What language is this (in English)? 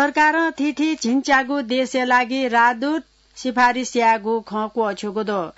Newari